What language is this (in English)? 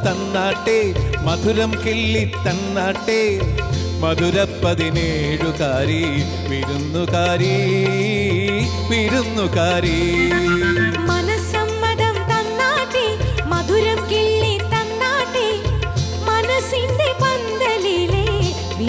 Malayalam